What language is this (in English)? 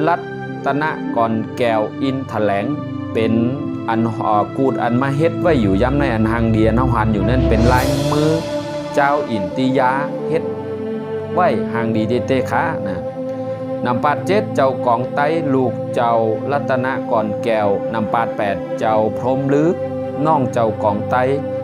Shan